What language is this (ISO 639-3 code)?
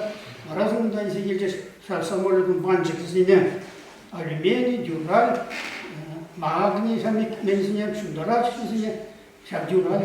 chv